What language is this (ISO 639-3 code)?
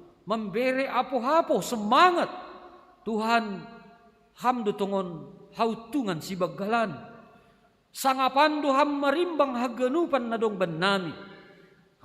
bts